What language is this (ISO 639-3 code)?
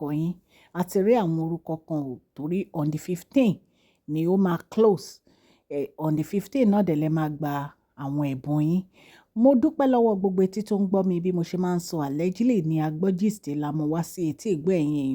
yor